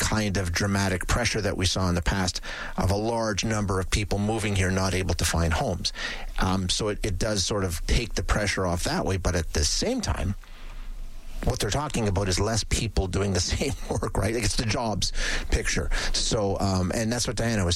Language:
English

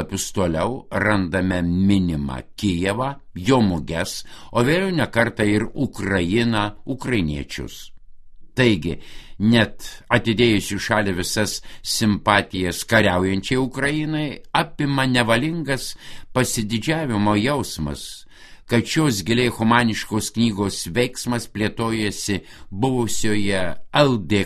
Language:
Lithuanian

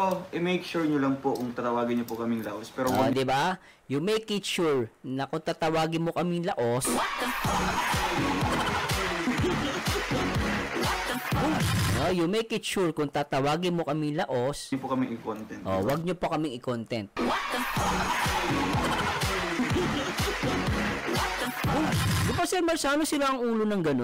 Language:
Filipino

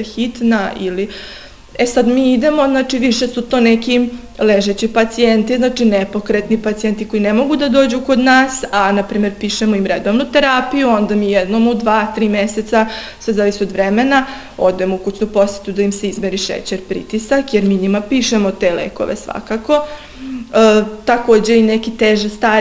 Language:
Serbian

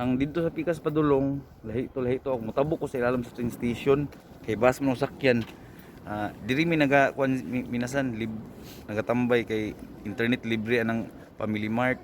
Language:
Cebuano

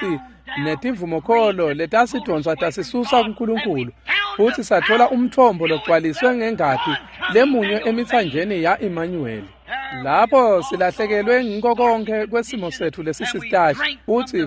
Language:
Swati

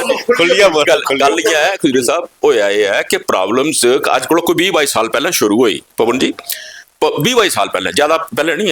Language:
Dogri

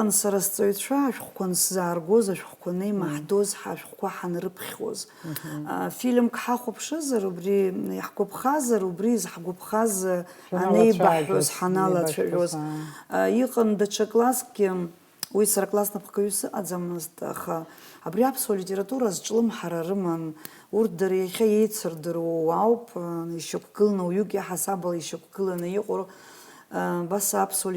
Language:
Abkhazian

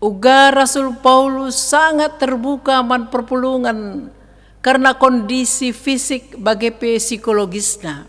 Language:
Batak Karo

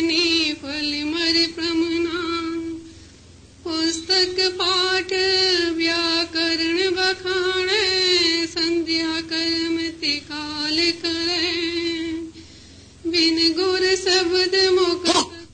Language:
Punjabi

